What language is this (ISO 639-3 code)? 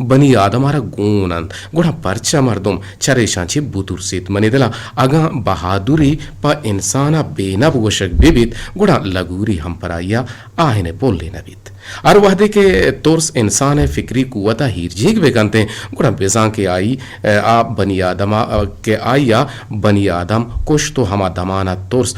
bgp